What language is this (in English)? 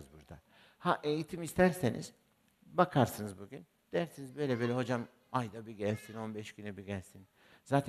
Turkish